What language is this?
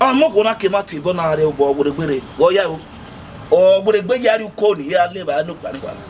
Bini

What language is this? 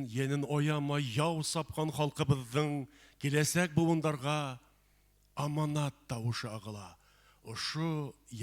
Bashkir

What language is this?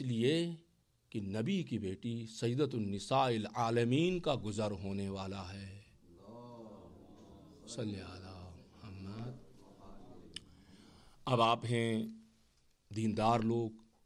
Urdu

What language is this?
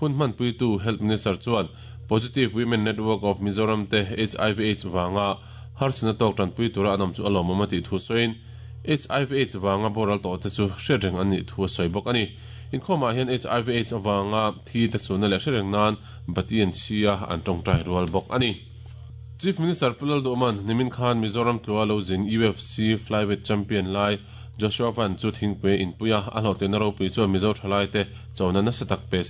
Mizo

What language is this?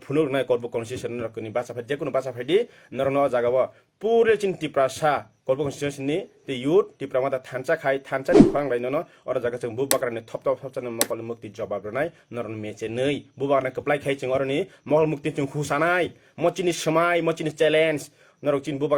Kok Borok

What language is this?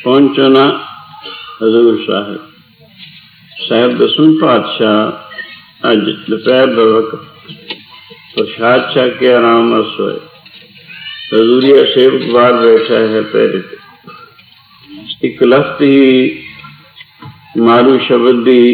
Punjabi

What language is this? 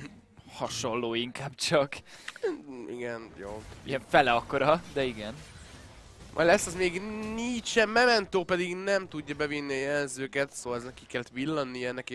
Hungarian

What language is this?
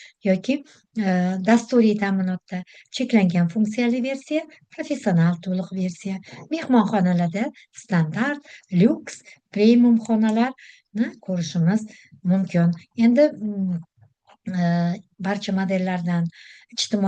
Uzbek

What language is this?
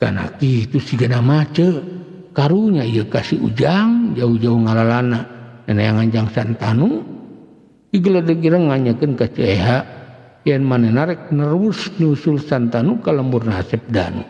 Sundanese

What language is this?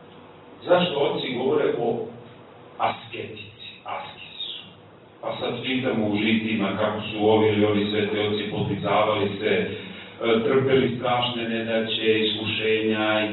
Serbian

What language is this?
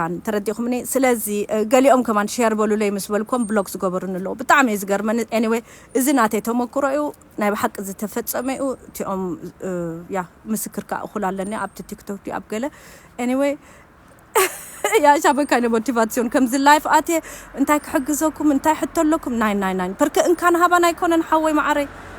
Tigrinya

